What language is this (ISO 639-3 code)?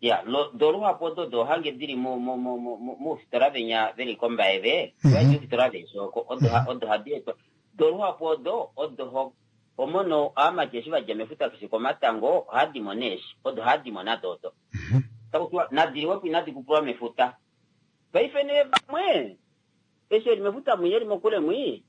kua